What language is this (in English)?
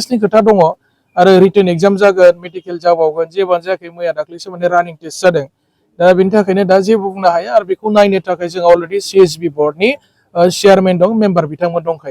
Bodo